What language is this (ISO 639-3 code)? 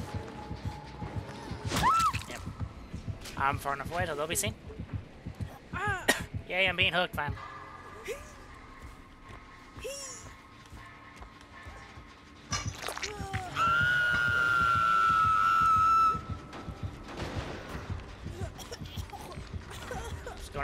eng